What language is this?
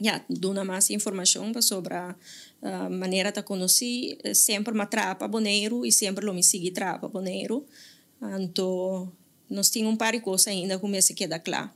Papiamento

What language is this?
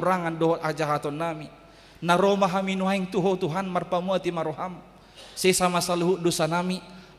Batak Toba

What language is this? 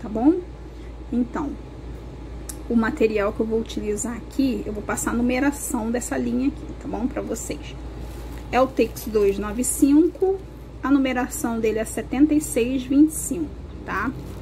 Portuguese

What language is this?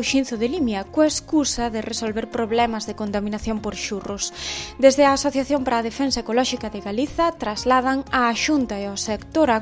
Galician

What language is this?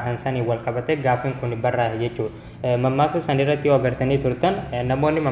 Oromo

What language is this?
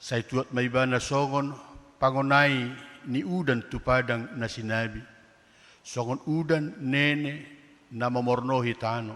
Batak Toba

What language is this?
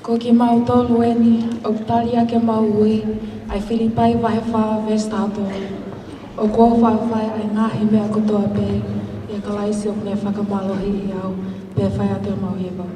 Tongan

